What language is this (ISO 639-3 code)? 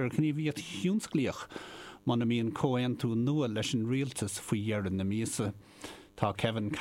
gle